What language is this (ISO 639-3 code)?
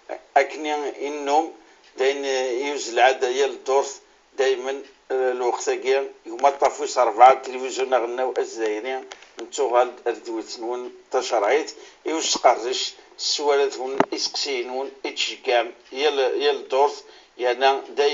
kab